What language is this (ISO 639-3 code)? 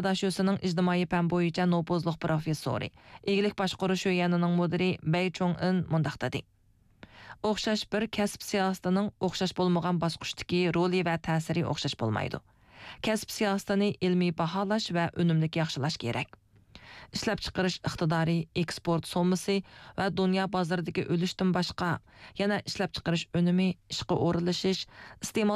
uig